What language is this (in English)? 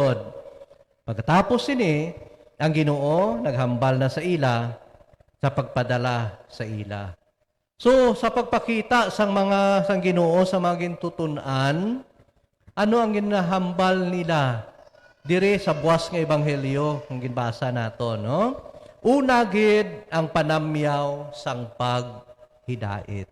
Hiligaynon